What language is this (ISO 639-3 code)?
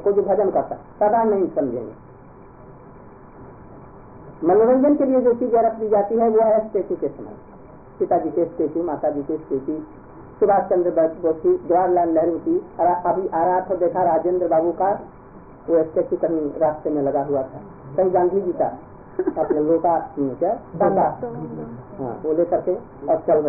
hin